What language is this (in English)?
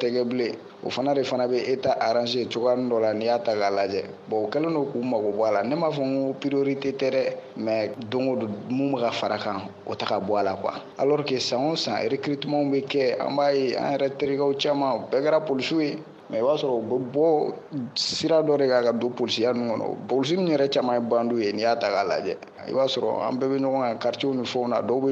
Bambara